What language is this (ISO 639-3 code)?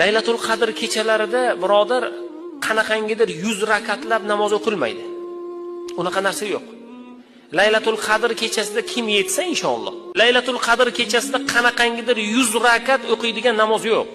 uzb